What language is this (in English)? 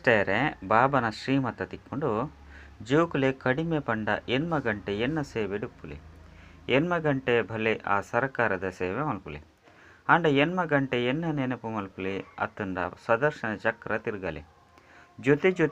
Tulu